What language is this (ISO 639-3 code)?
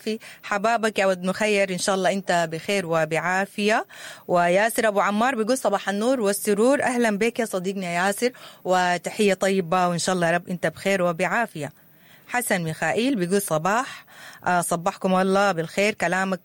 apd